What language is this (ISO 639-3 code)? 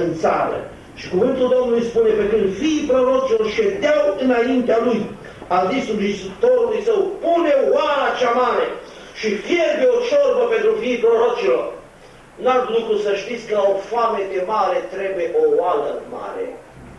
ron